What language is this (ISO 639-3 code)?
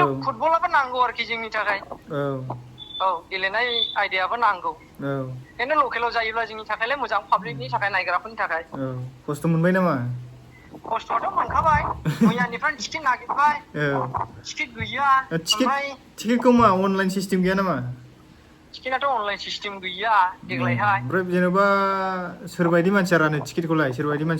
brx